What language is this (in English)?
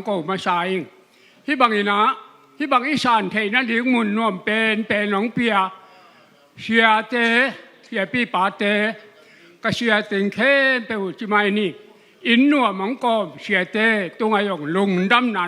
Tedim Chin